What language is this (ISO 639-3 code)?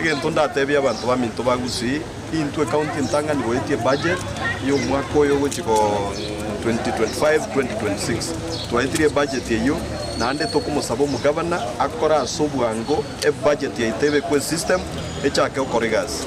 guz